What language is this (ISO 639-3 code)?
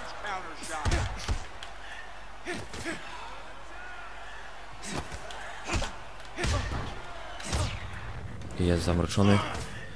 pol